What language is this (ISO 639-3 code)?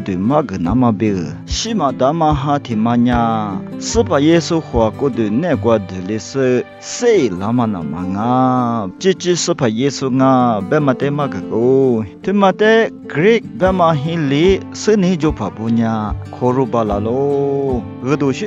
lis